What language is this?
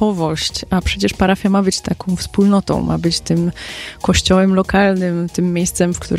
Polish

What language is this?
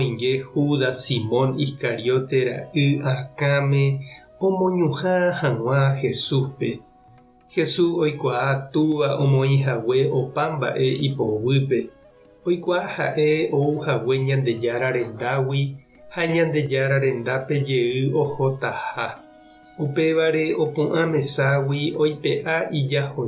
Guarani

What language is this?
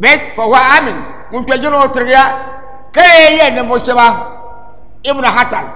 Dagbani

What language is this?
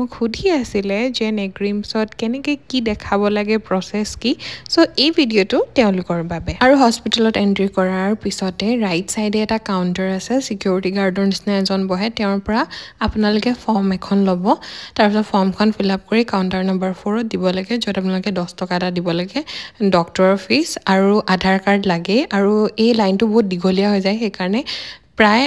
Assamese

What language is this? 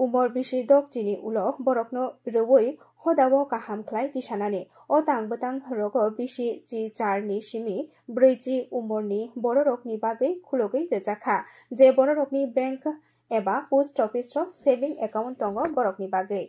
Kok Borok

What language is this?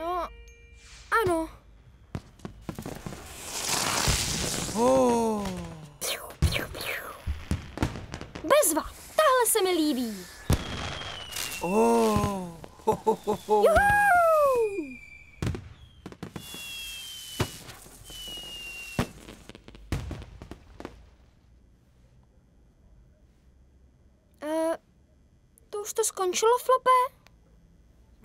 Czech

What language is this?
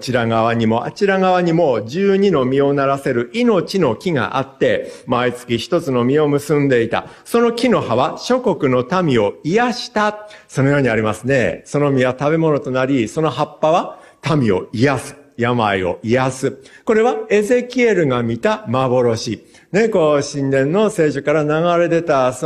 Japanese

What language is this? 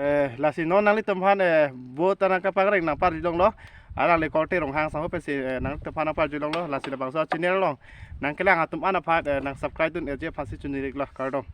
Karbi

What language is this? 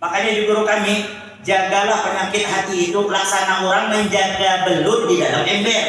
Banjar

